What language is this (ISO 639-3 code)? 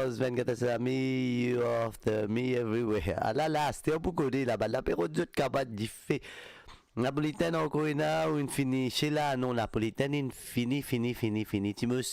mfe